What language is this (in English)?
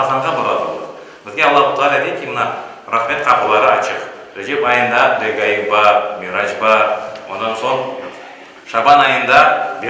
Crimean Tatar